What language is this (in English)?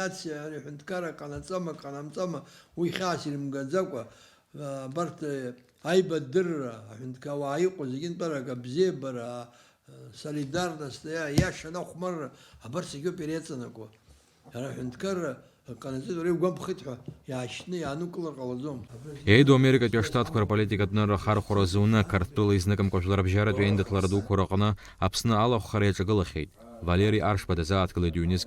Abkhazian